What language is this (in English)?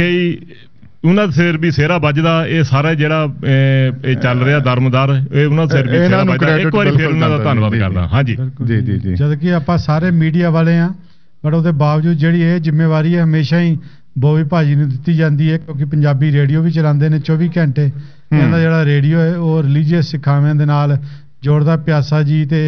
Punjabi